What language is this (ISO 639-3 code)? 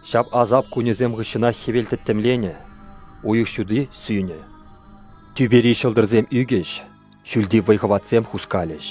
chv